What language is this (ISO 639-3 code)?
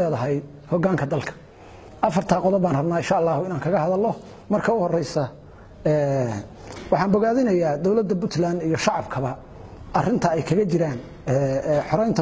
som